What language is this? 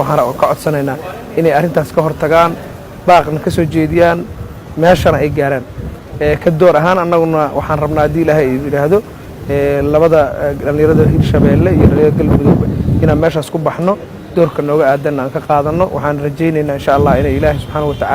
Somali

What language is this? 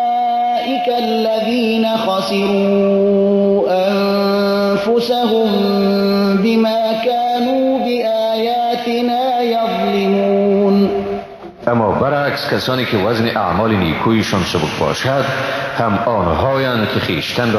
Persian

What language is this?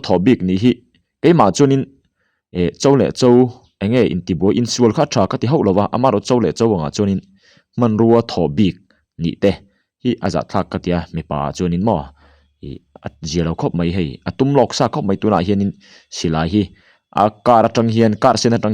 Mizo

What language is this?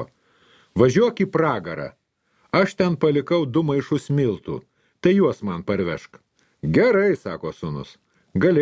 Lithuanian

